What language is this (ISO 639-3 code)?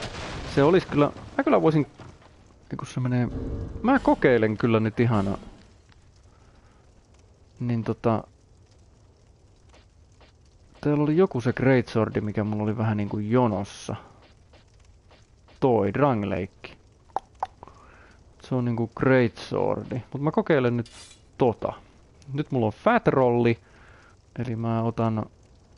fin